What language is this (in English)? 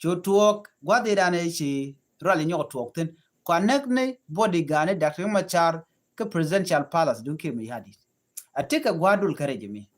Nuer